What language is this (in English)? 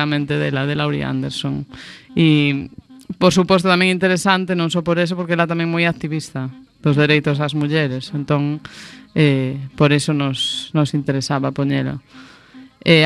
Galician